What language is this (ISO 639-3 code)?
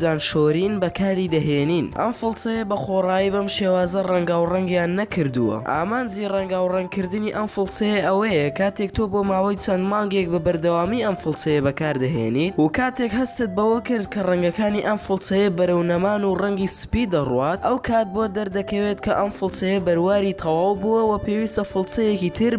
ckb